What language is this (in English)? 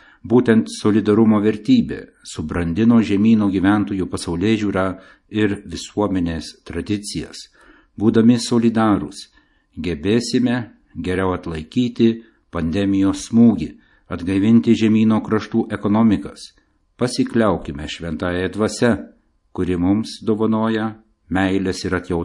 Lithuanian